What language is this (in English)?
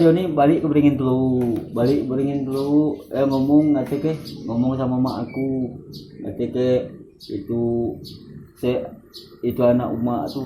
Musi